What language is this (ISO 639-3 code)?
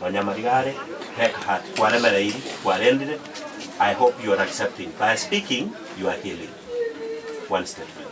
guz